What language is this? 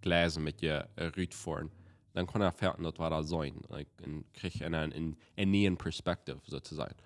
Plautdietsch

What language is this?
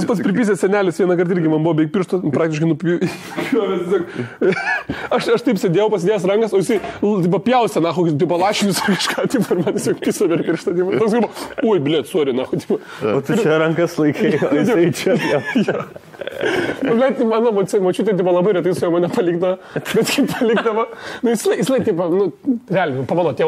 Lithuanian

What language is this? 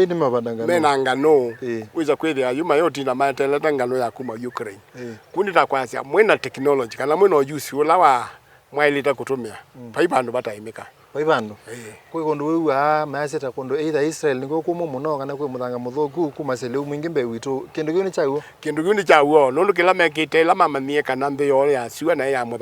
Kamba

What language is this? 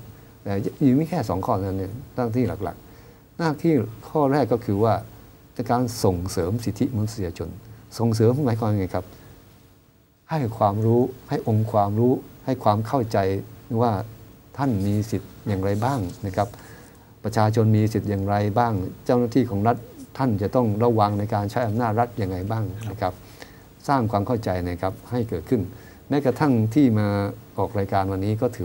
Thai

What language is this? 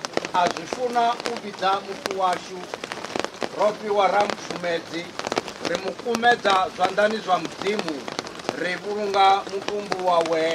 Venda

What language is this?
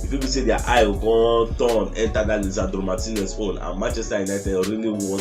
Nigerian Pidgin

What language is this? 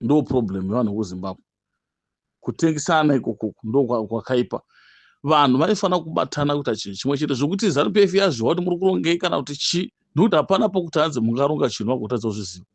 Shona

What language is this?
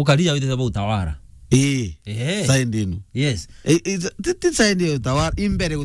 Meru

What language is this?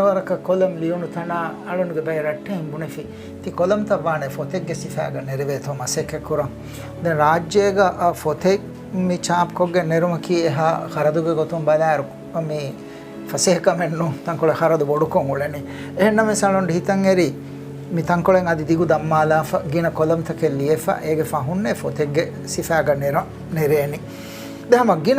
Divehi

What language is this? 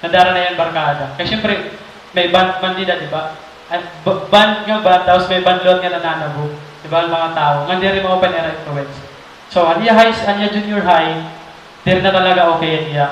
Waray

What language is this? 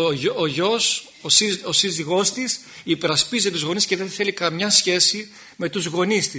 Greek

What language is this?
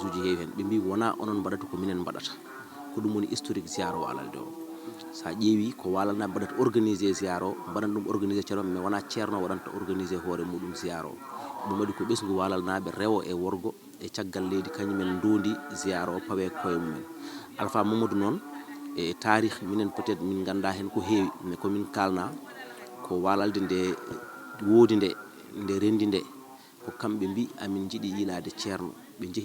Fula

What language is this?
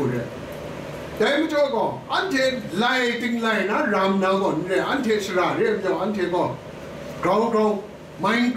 Kachin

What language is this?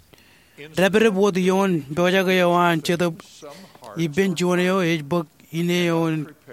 Marshallese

